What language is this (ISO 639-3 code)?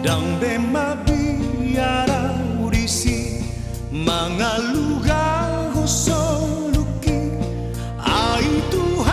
bbc